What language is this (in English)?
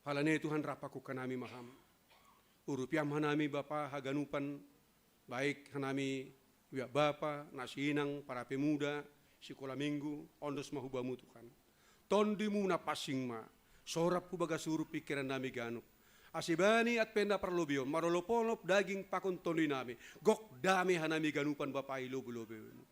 Batak Simalungun